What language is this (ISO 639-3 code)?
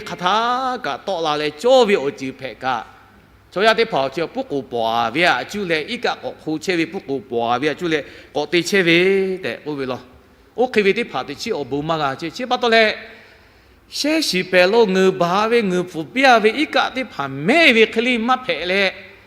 lhu